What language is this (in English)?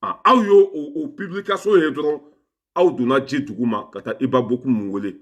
Bambara